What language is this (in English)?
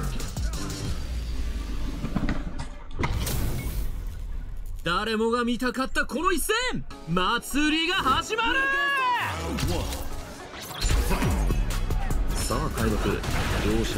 Japanese